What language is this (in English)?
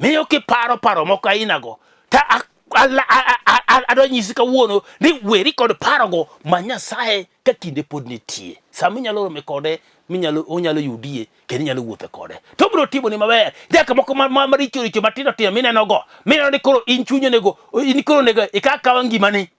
Luo (Kenya and Tanzania)